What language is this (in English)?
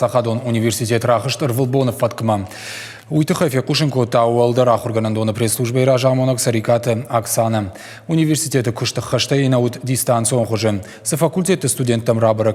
Ossetic